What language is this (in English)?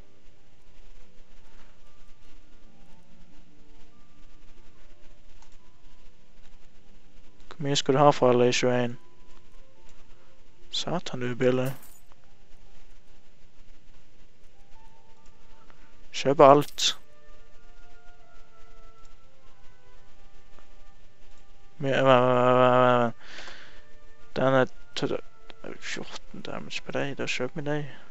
Norwegian